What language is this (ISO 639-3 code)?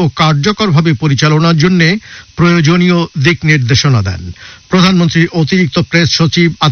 ben